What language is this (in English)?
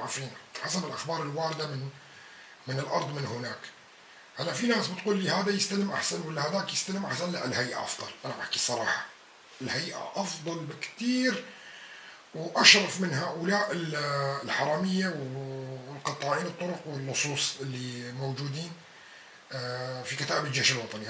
North Levantine Arabic